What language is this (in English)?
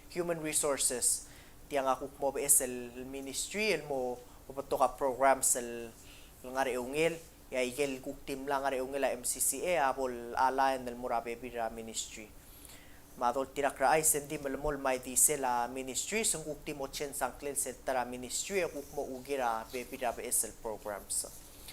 Palauan